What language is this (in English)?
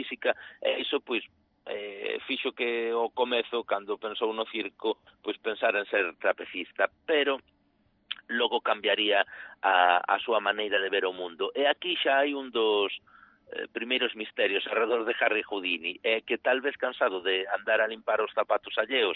Galician